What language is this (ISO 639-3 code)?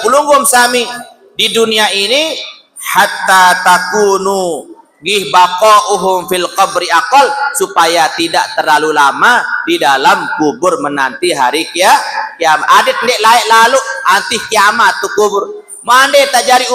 sas